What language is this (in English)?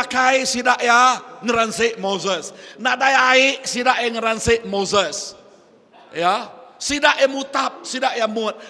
Iban